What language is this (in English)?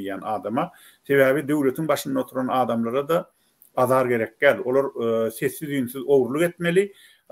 Turkmen